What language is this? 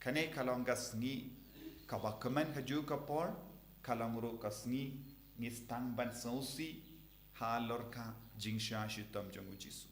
Khasi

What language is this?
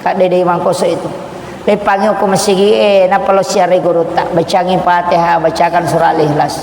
Buginese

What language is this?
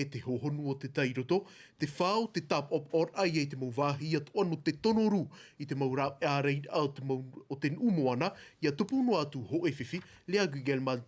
Tahitian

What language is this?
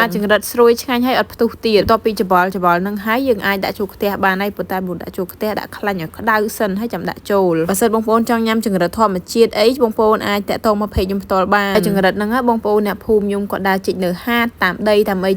Khmer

